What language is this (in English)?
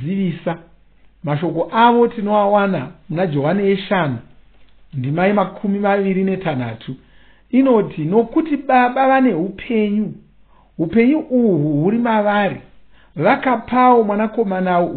Shona